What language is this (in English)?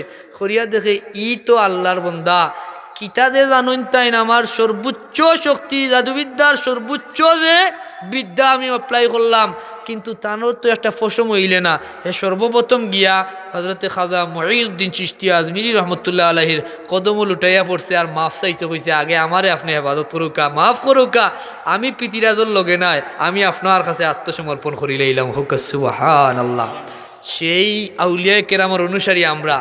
Sylheti